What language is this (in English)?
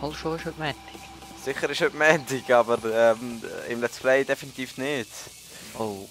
Swiss German